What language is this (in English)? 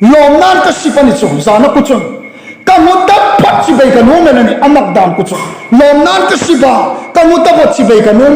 Hmar